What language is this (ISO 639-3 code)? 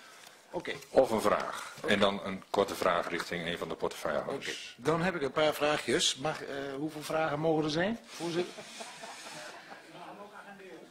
nld